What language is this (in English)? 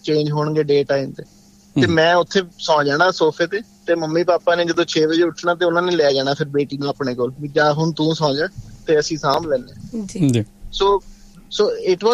Punjabi